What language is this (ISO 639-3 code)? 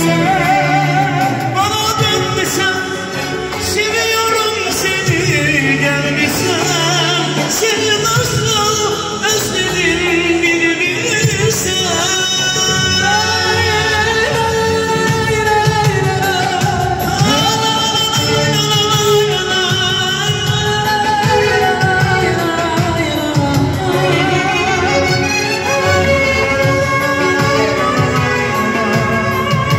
tur